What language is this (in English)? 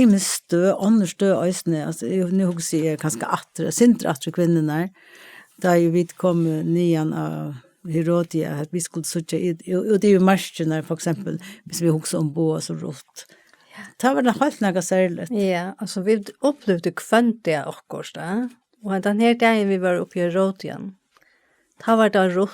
Faroese